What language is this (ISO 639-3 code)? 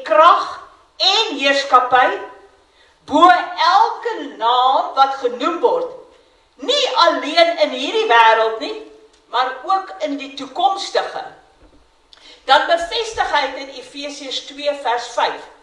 afr